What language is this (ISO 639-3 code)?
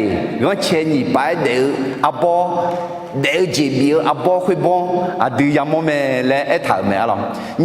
ahk